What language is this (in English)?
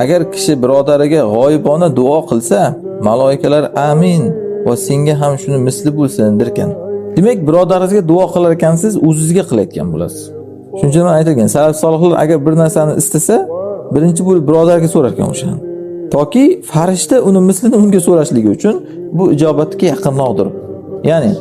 Uzbek